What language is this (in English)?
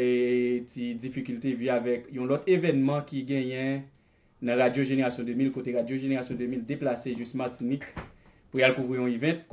Haitian Creole